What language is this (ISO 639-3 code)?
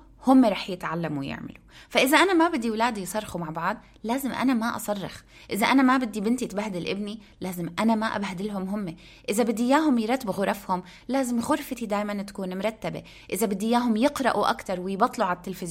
apc